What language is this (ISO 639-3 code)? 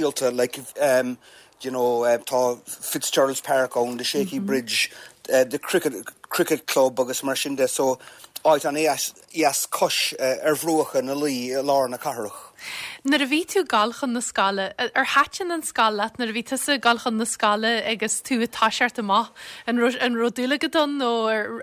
gle